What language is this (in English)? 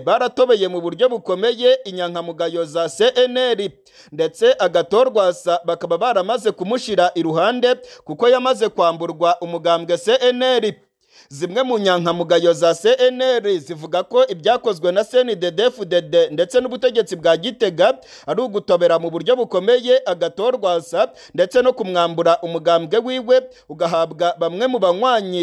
Rundi